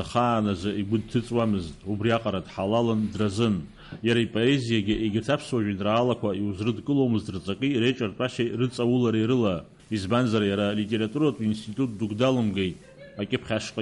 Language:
Abkhazian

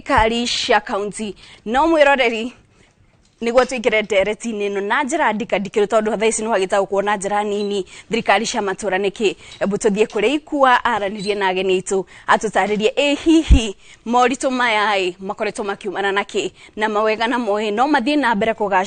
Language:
Kikuyu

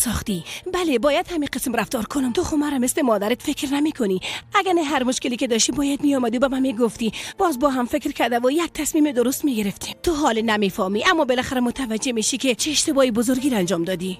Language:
Persian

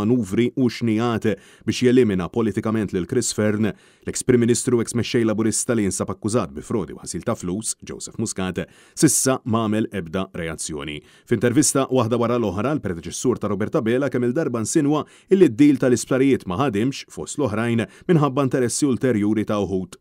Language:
Maltese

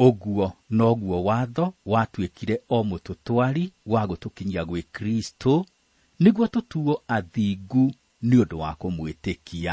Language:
Kikuyu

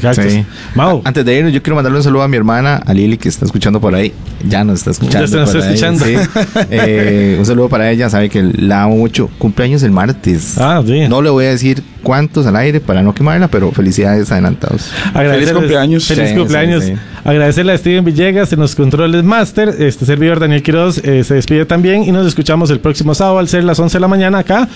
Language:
Spanish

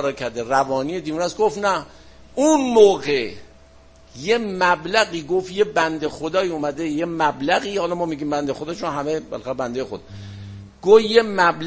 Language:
Persian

